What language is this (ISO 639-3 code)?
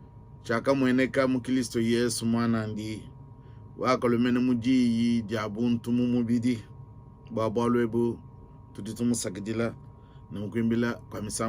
lua